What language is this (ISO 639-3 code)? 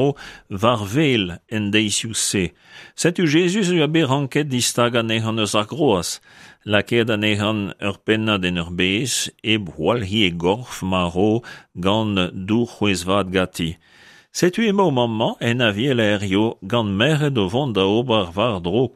bre